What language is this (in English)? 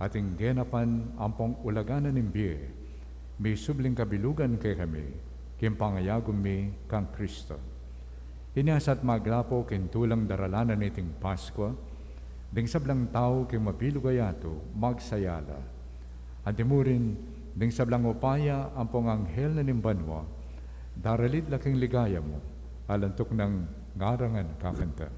Pampanga